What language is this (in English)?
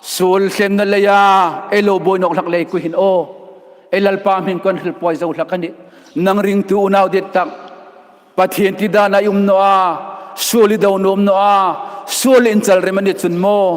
Hmar